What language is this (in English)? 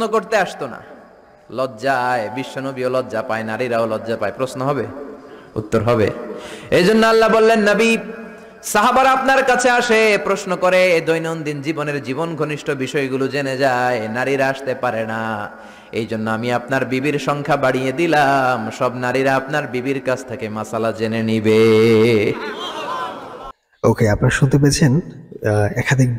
Bangla